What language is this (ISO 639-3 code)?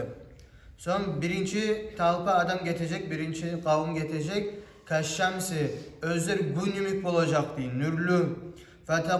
kum